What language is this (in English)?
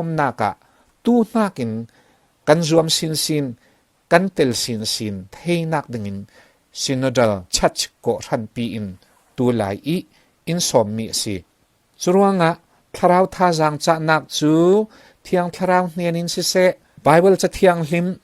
Falam Chin